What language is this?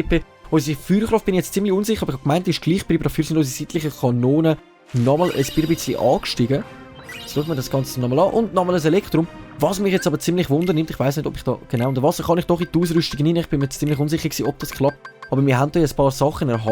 Swiss German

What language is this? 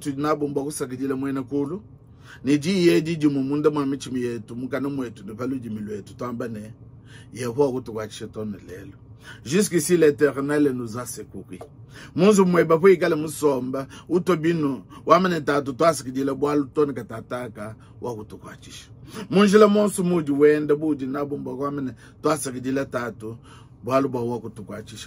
Luba-Lulua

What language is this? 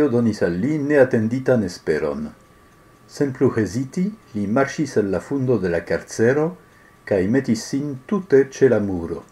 Esperanto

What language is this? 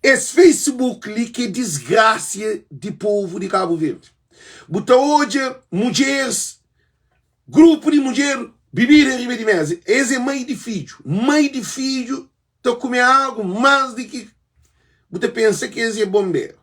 Kabuverdianu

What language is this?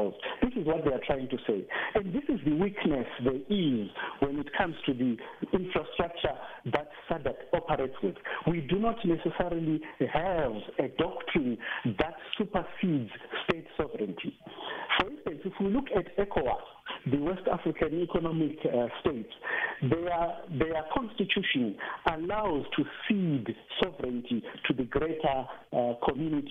English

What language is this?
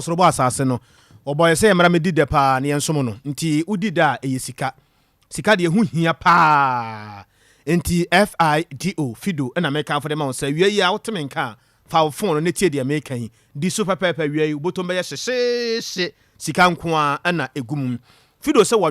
Akan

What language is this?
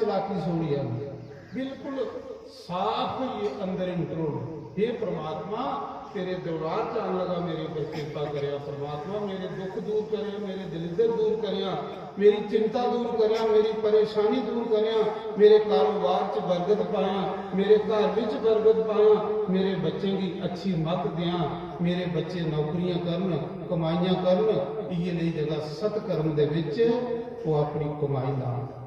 Dogri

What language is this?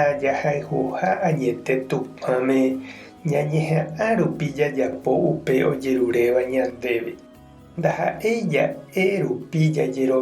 Guarani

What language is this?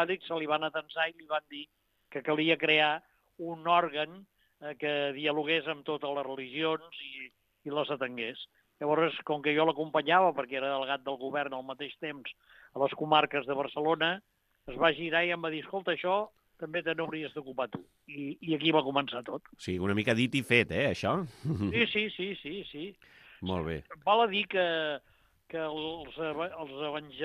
Catalan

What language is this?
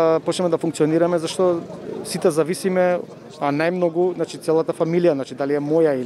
Macedonian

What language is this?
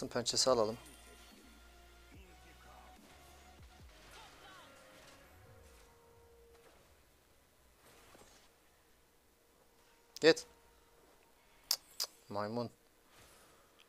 Turkish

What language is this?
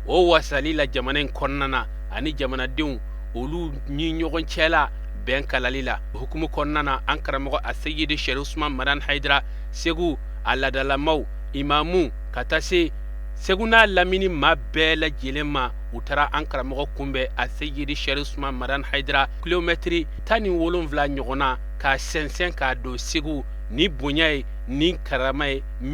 Bambara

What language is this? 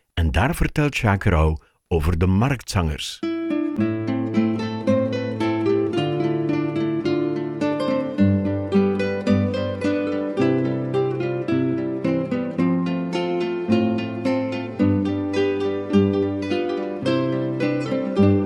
Dutch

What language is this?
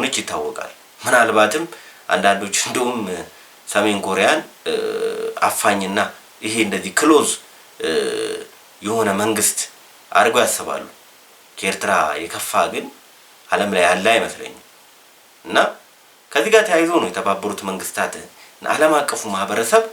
Amharic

